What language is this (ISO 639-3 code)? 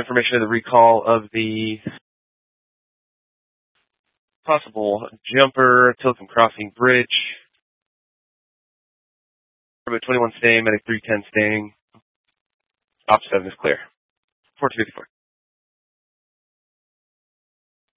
eng